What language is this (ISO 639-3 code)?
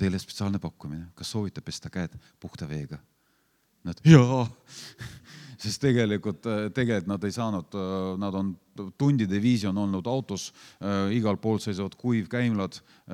est